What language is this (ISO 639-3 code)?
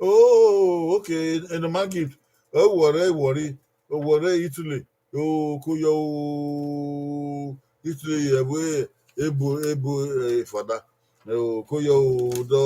bin